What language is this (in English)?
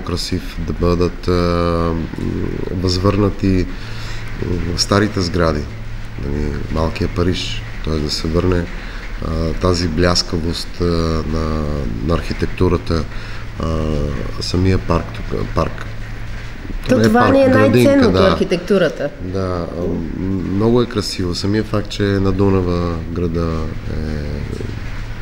Bulgarian